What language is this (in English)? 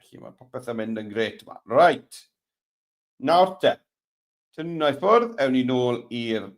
Welsh